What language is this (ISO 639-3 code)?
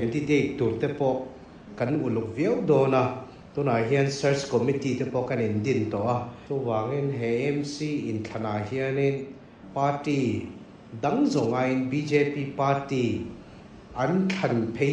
lus